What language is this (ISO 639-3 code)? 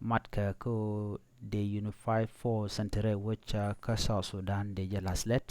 nus